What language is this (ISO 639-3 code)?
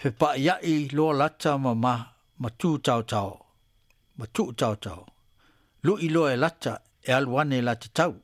smo